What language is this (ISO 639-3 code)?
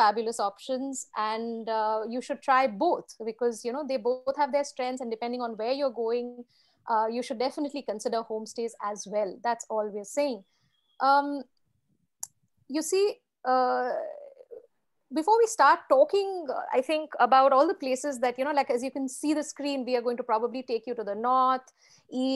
eng